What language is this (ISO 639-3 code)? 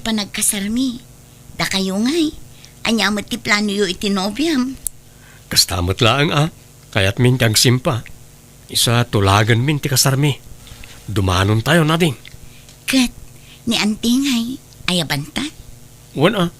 ilo